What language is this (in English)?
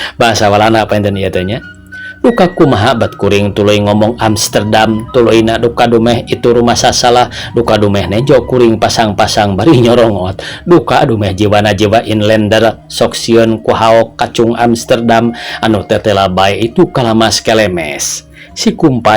Sundanese